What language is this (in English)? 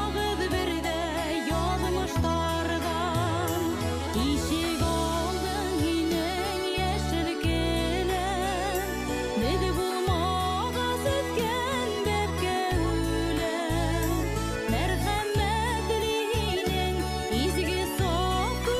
Bashkir